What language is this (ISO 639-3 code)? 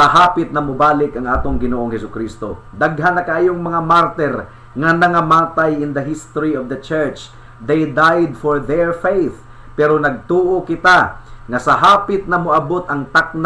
ceb